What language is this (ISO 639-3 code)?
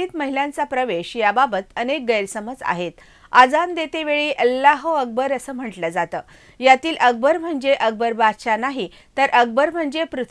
mar